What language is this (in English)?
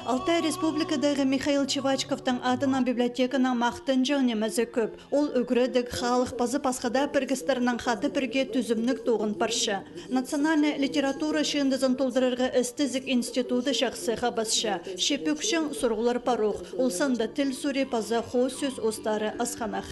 Khakas